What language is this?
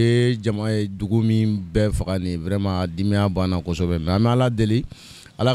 Bambara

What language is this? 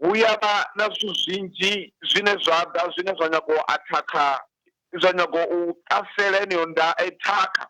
Venda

